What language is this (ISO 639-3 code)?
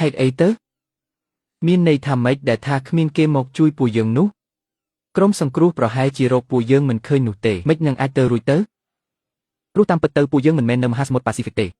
khm